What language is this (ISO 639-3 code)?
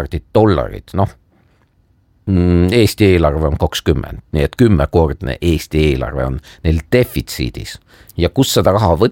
est